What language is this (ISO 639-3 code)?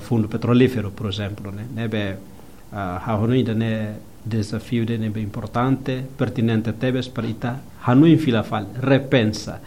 tet